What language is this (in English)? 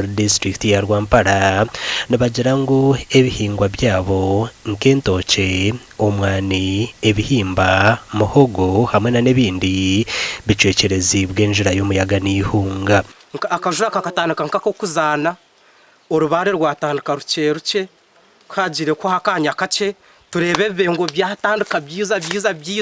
Nyankole